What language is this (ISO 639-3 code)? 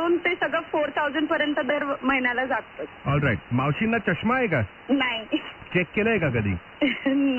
mar